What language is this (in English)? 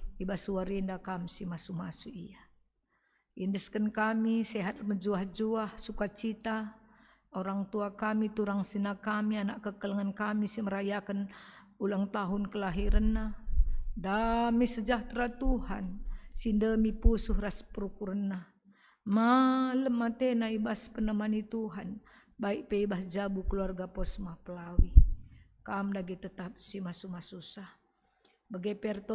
Batak Karo